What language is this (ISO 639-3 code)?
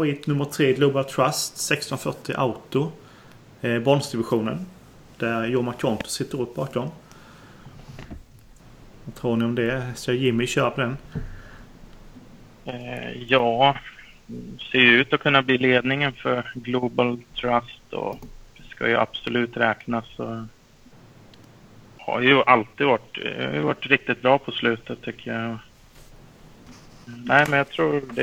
swe